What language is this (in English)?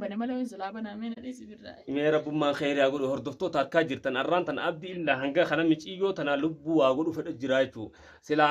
Oromo